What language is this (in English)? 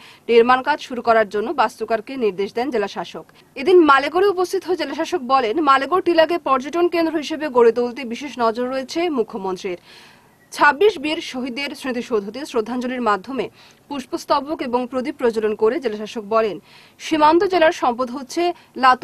Bangla